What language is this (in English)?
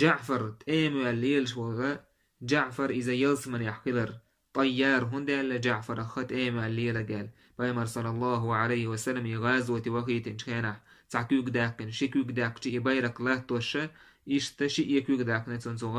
Chechen